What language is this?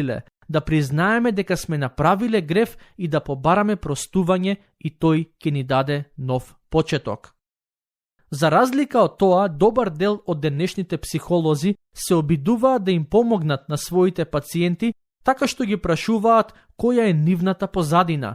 Macedonian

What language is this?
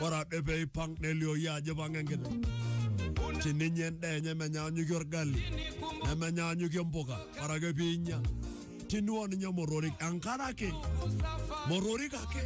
Masai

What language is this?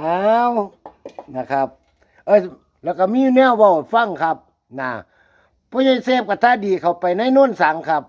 Northeastern Thai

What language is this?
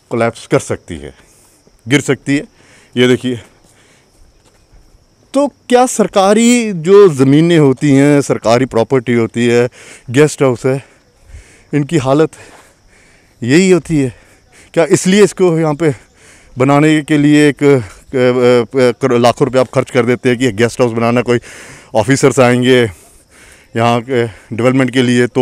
Hindi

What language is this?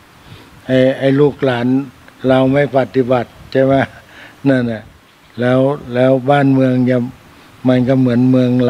Thai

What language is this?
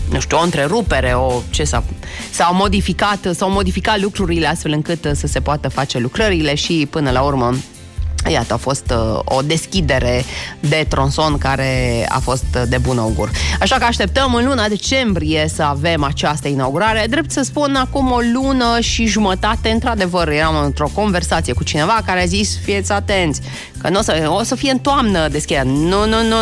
Romanian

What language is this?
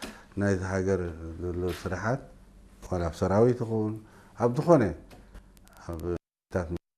Tigrinya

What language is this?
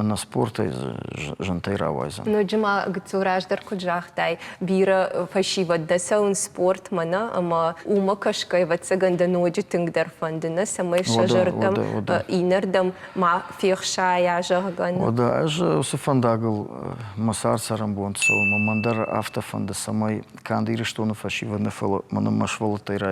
Ossetic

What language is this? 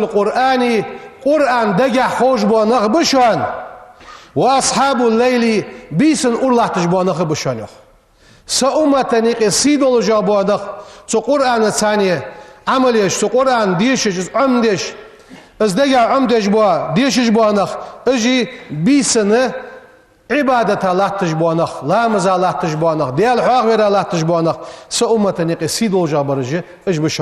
Ingush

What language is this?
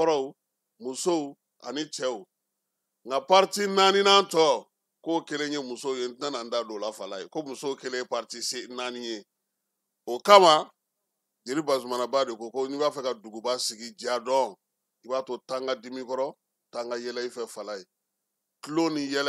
Bambara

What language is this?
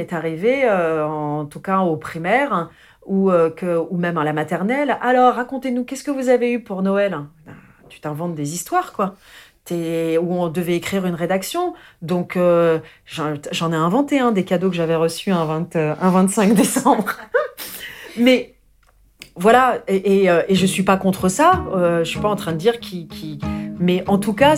French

